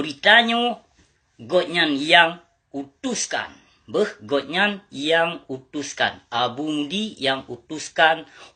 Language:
Achinese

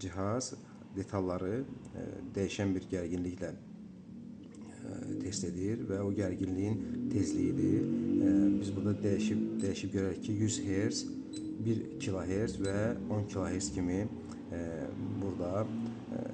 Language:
Azerbaijani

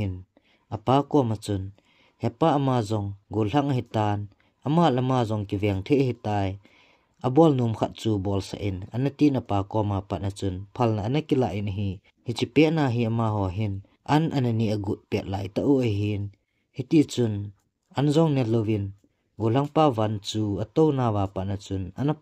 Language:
Thado Chin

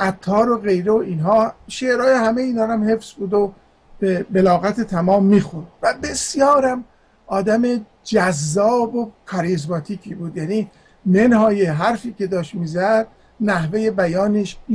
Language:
Persian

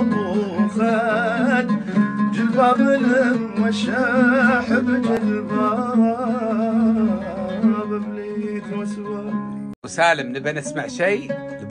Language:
Gulf Arabic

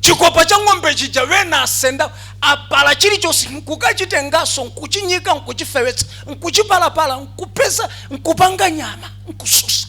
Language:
Nyanja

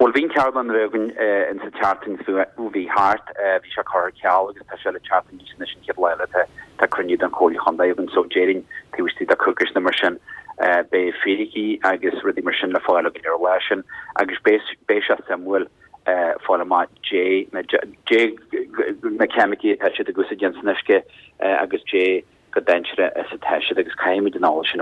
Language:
Irish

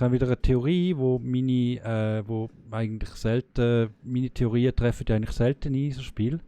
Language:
Swiss German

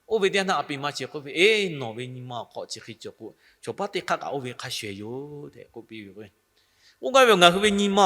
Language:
Lahu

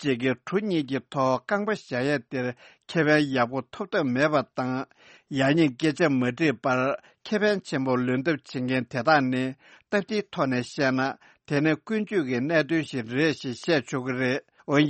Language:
Tibetan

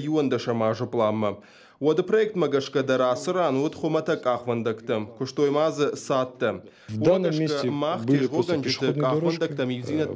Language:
Ossetic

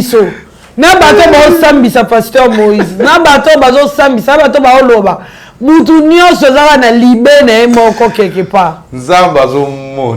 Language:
Lingala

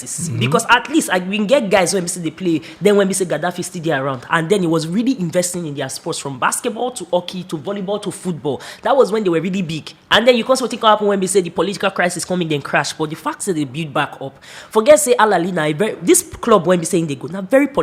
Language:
Nigerian Pidgin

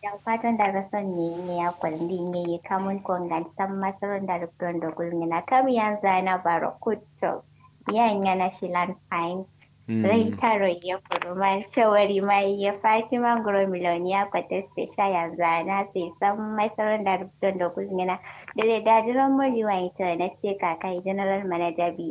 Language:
Kanuri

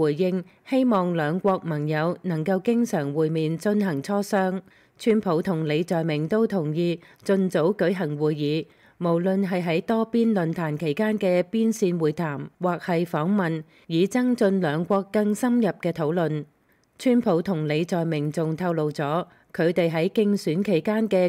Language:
Cantonese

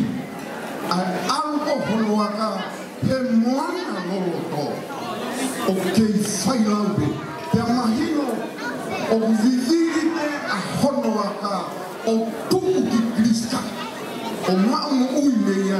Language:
Tongan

